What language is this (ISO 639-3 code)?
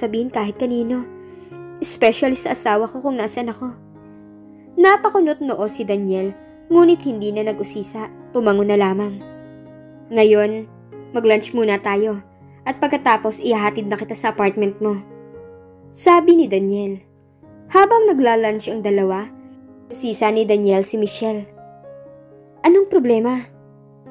fil